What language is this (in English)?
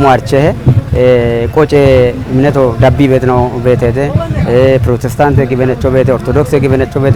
Kafa